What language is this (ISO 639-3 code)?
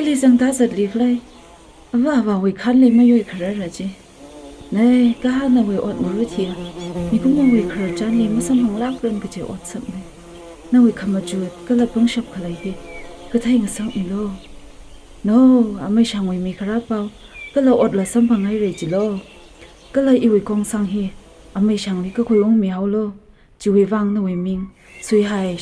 nmf